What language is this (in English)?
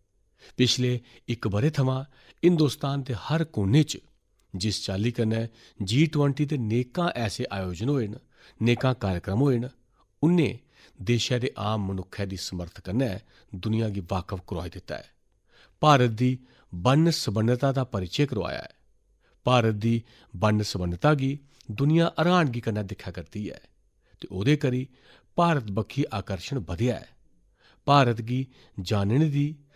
Dogri